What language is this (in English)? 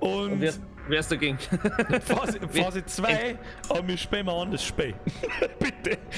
Bavarian